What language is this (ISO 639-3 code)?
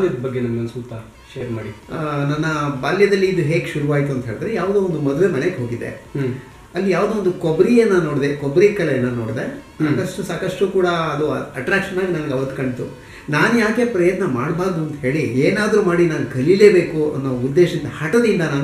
kan